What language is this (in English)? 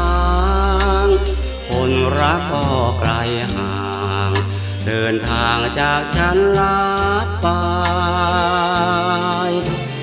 Thai